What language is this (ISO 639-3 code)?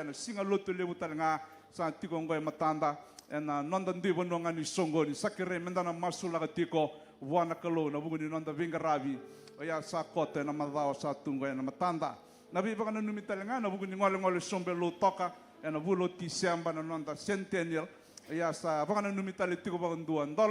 fij